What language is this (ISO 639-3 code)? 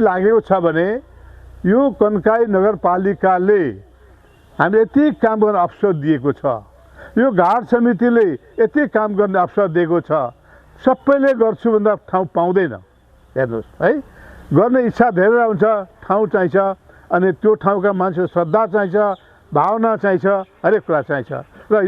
nep